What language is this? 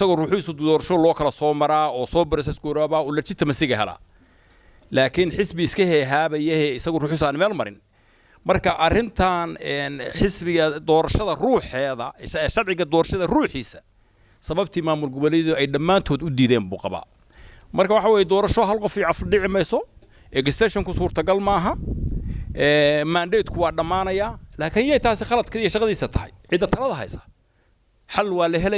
Somali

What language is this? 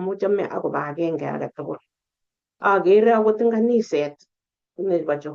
Kalenjin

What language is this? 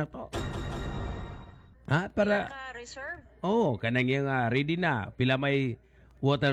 Filipino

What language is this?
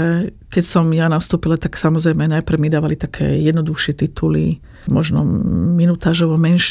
Slovak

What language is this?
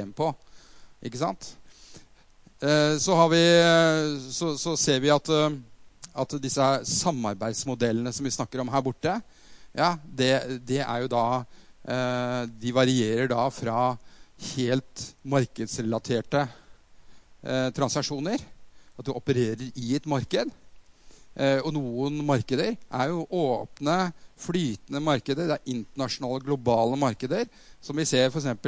Norwegian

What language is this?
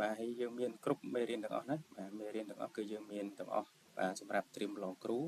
Khmer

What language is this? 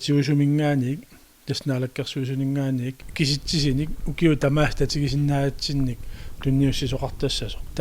Kalaallisut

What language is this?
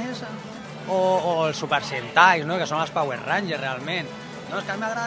Catalan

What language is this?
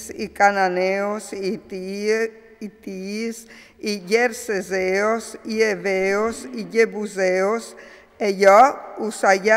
Friulian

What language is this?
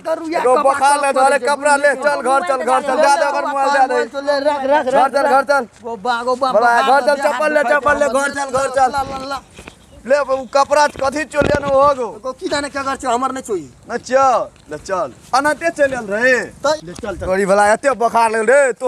Maithili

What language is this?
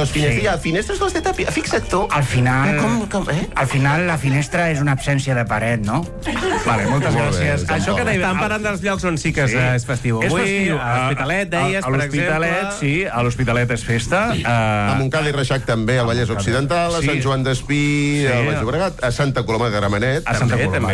Catalan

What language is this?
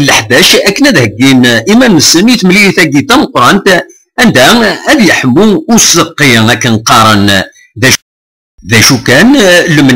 Kabyle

